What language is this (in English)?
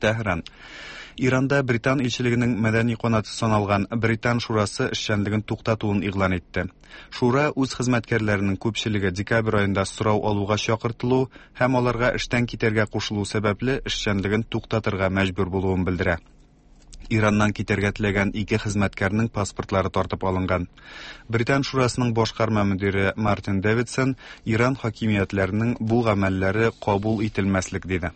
Tatar